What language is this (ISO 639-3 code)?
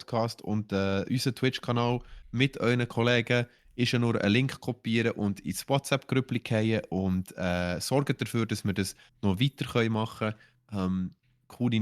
gsw